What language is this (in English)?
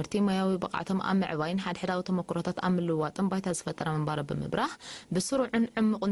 Tigrinya